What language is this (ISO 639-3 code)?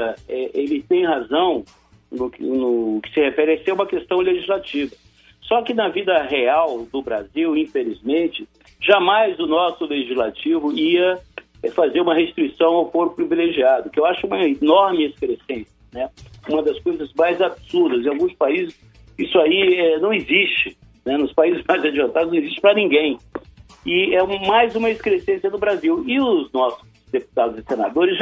por